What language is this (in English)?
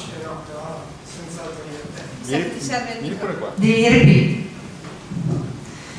Italian